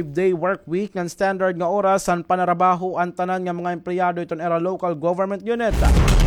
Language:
Waray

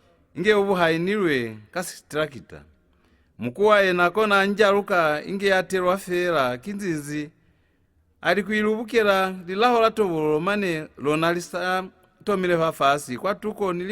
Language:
Lozi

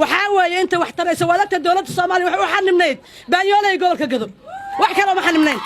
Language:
Somali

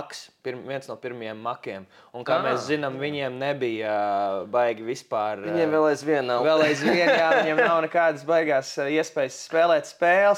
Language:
Latvian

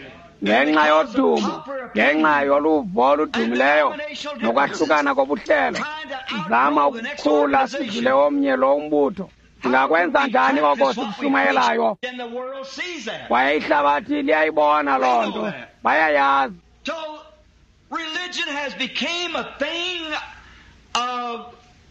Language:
Xhosa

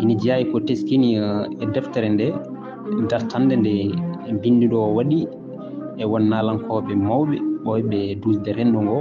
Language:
Fula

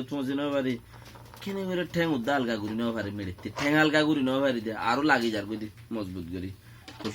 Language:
Rohingya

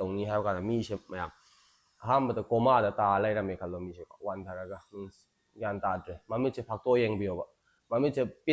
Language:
Manipuri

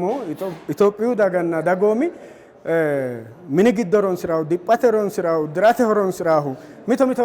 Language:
Sidamo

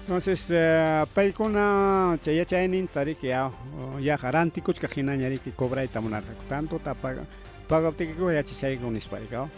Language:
Ayacucho Quechua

